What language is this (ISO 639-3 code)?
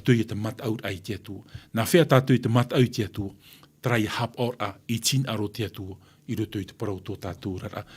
tah